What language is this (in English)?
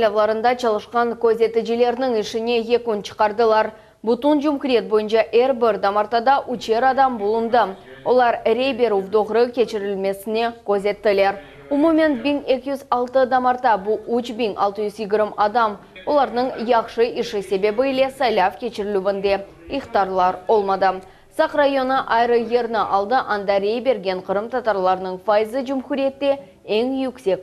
Crimean Tatar